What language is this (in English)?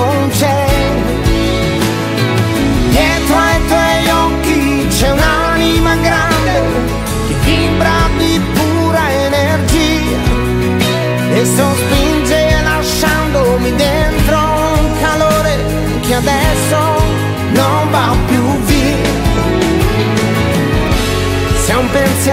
Italian